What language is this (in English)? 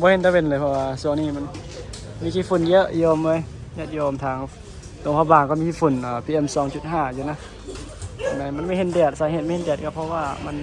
Northeastern Thai